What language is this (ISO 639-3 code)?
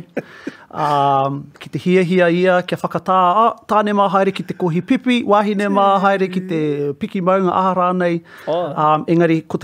mri